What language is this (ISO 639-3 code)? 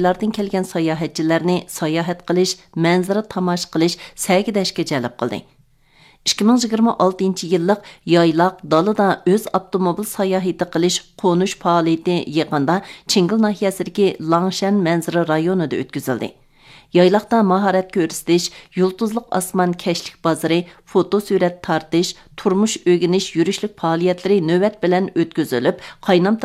uig